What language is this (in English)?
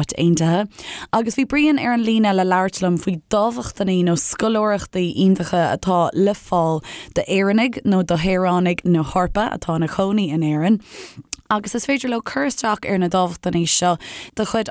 Irish